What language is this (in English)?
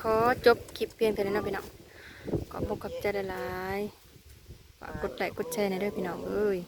Northeastern Thai